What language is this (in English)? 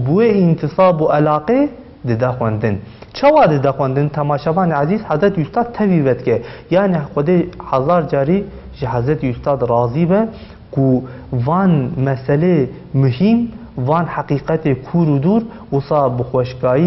Kurdish